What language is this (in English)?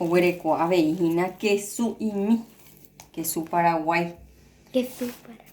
Guarani